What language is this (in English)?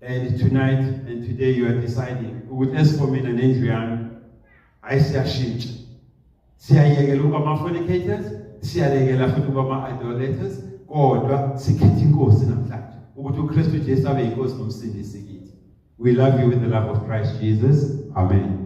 Zulu